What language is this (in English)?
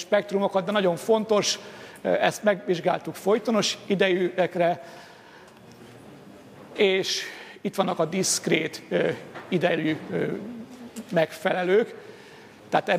Hungarian